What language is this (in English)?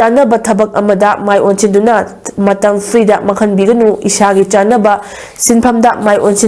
Manipuri